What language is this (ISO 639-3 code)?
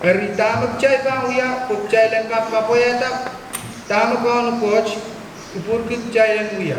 pon